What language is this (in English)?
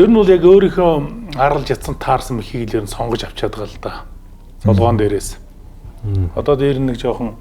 Mongolian